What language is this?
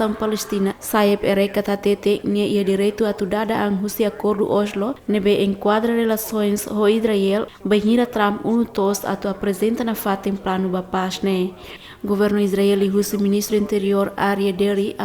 Tetum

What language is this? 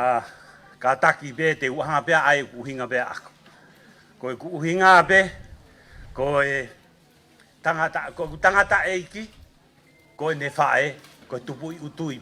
Tongan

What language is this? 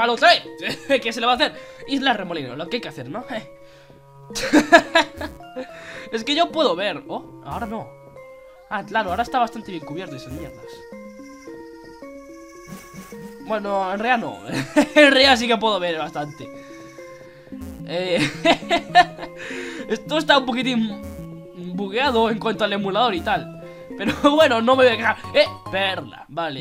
Spanish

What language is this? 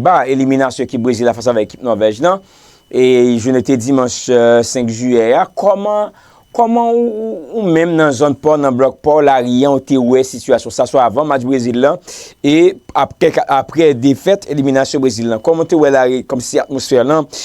Haitian Creole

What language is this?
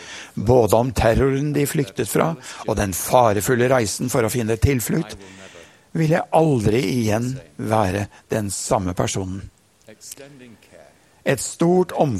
Norwegian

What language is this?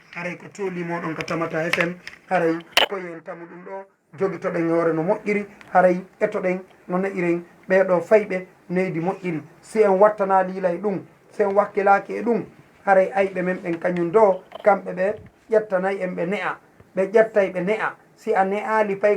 Fula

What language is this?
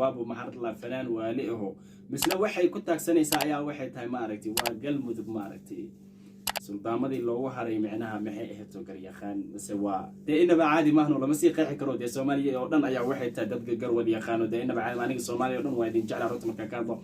Somali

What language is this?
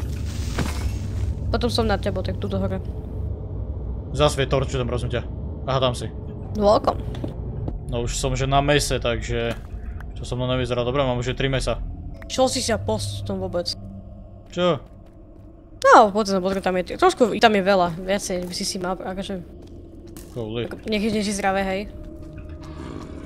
Slovak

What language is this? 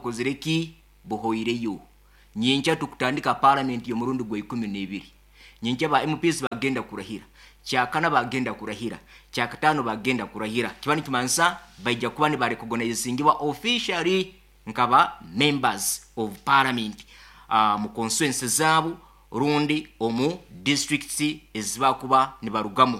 Nyoro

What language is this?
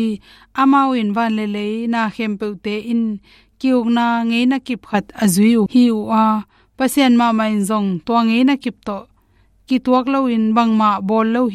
Tedim Chin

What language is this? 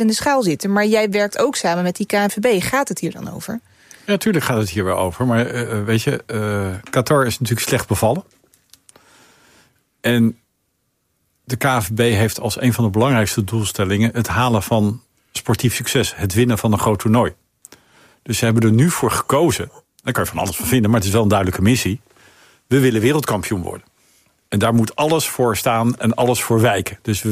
Dutch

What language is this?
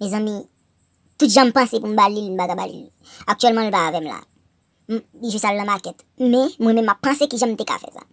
Haitian Creole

